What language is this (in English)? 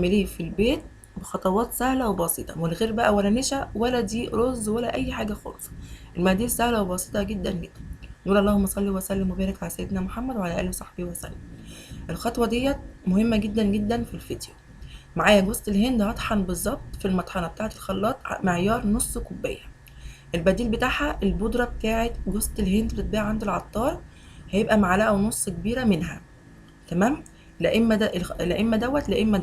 Egyptian Arabic